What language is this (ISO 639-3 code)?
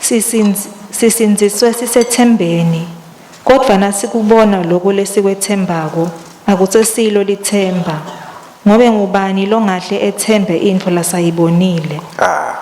ssw